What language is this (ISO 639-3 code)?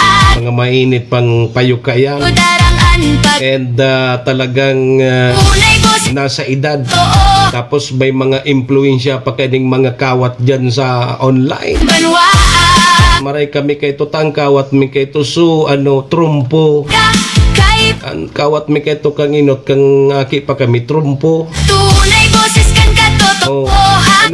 bik